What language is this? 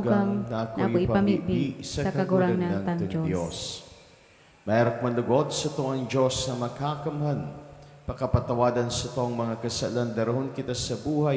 Bikol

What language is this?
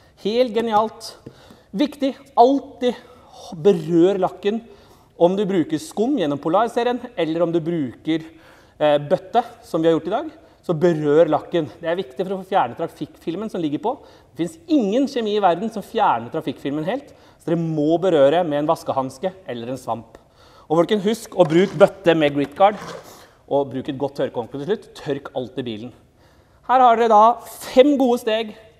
Norwegian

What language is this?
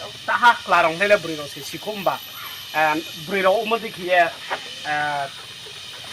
Riang (India)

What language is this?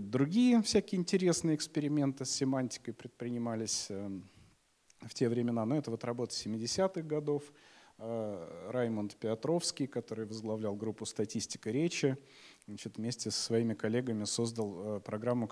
Russian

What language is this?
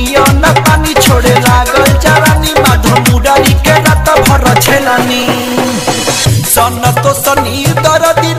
Bhojpuri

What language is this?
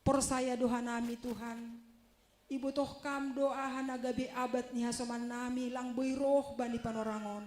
Batak Simalungun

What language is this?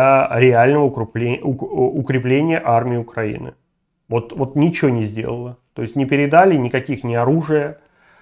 Russian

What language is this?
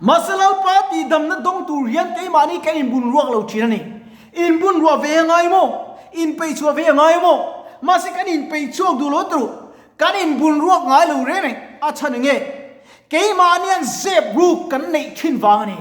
Mizo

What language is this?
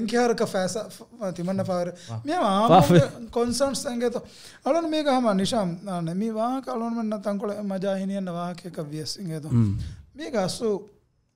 Divehi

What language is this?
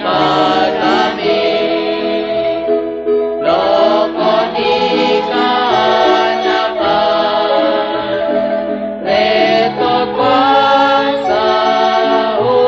Kekchí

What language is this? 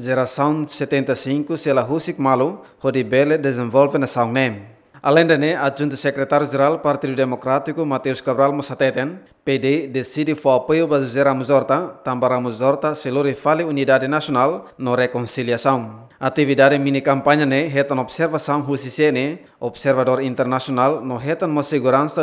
Tetum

